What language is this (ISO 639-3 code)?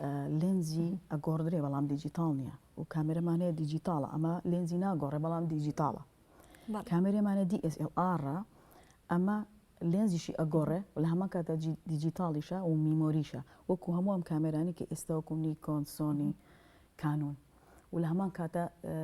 ckb